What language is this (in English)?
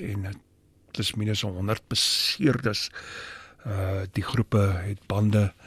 Afrikaans